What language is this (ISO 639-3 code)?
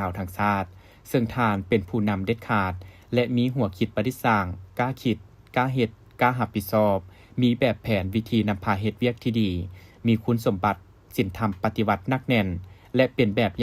lao